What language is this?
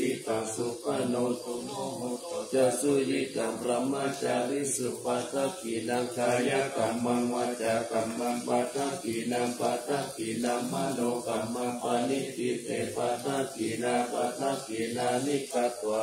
Pali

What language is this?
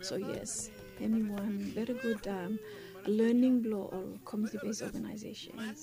Bislama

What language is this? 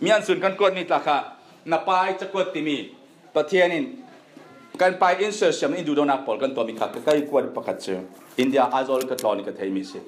Falam Chin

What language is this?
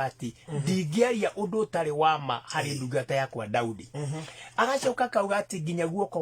Kikuyu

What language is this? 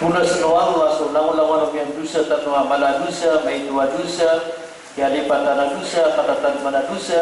Maranao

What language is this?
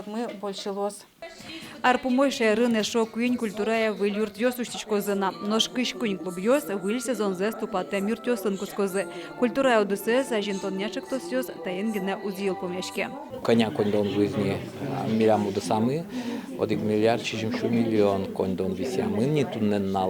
Udmurt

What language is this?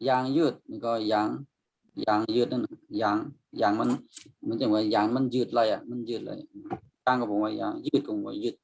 Shan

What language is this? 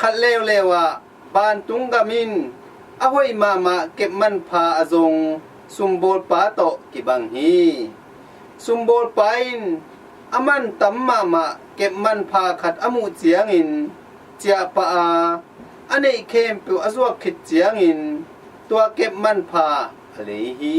Tedim Chin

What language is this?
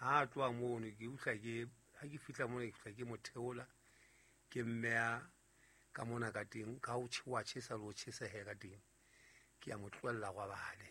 Southern Sotho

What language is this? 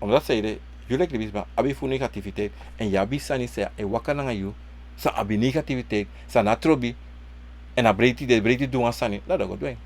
Sranan Tongo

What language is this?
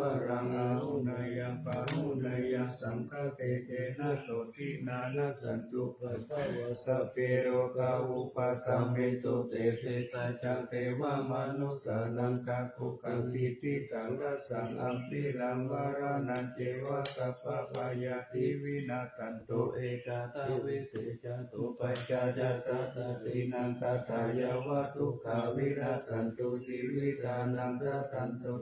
Pali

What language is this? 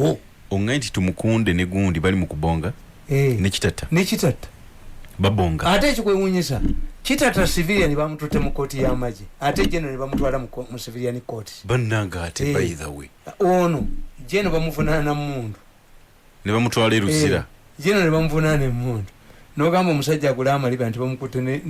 Ganda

